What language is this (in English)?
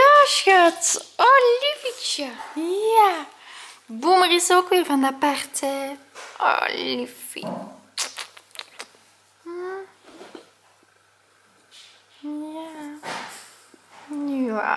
Dutch